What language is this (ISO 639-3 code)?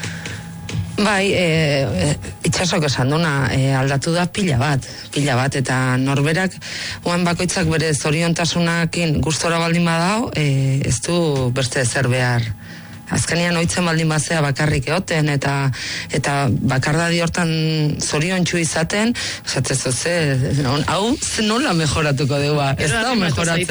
eus